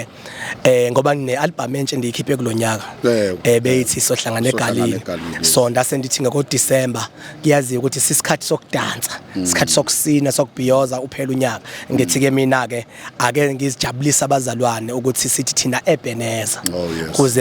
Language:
Zulu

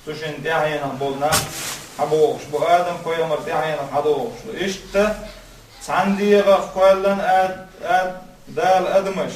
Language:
Chechen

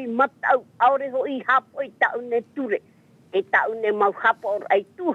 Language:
Tahitian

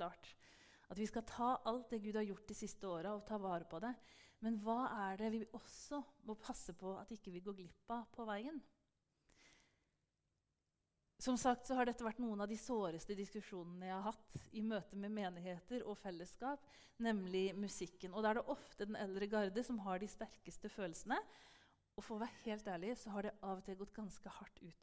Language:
Norwegian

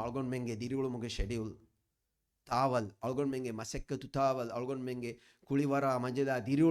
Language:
Divehi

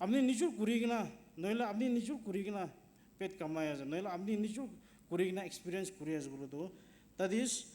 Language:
Naga Pidgin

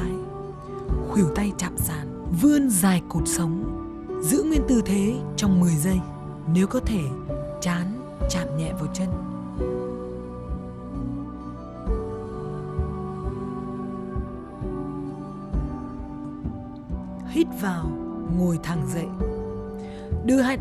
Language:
Vietnamese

